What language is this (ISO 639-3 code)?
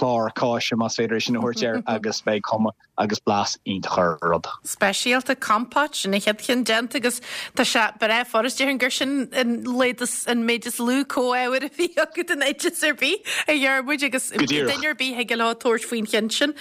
gle